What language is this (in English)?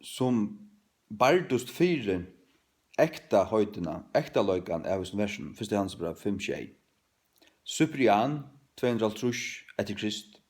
Faroese